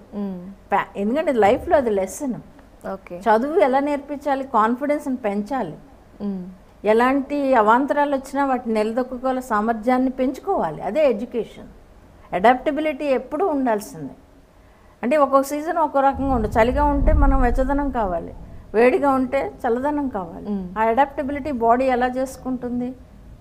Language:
Telugu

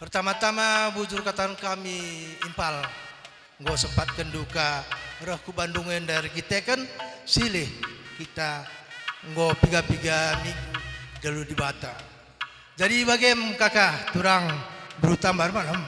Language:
Batak Karo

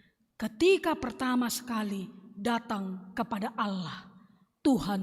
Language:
Batak Simalungun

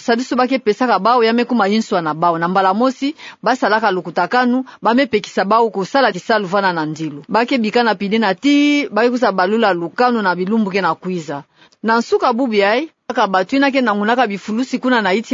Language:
Kituba (Democratic Republic of Congo)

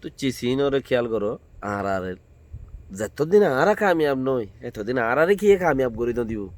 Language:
Rohingya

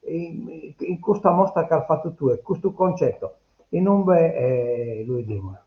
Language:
Sardinian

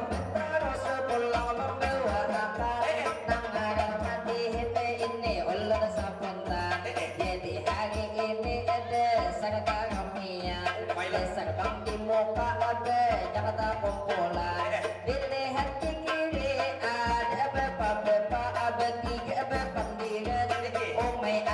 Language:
Banjar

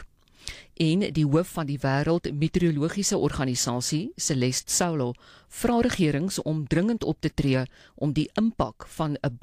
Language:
Afrikaans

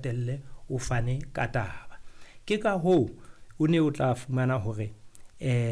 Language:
Southern Sotho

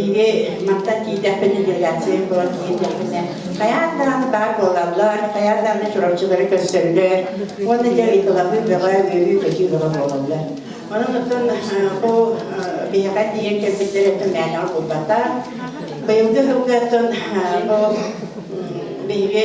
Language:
Yakut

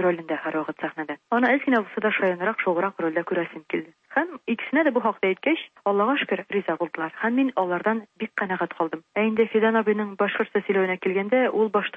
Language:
Tatar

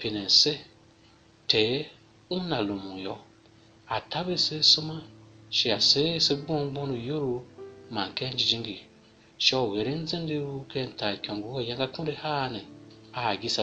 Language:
Tiv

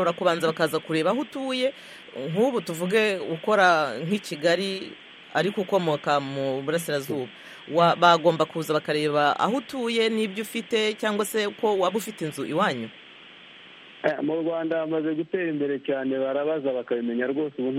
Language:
Kinyarwanda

